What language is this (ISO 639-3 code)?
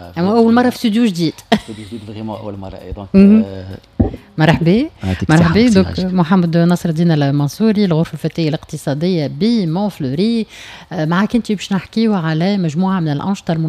aeb